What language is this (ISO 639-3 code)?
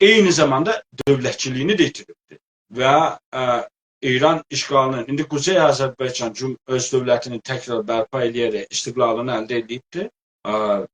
azb